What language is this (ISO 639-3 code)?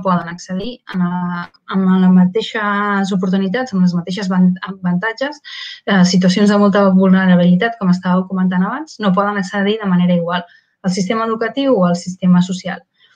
cat